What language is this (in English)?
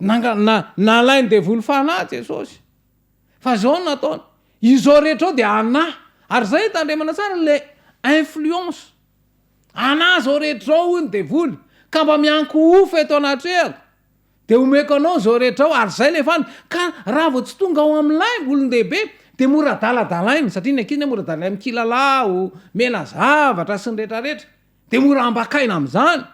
Malagasy